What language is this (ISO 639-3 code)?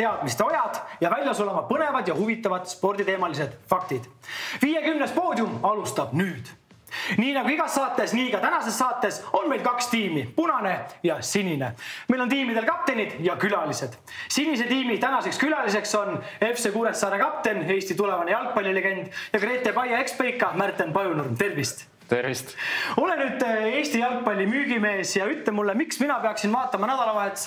est